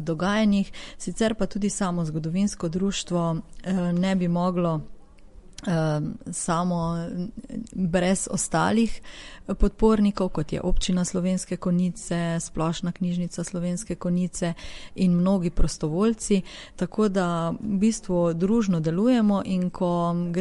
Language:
Slovenian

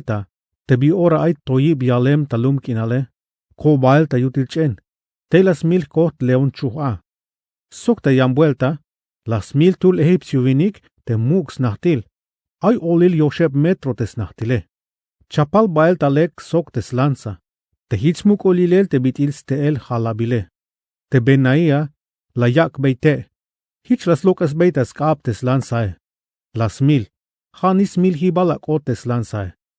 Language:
Tzeltal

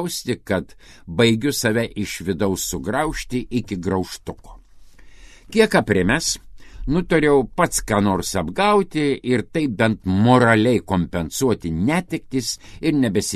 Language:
Lithuanian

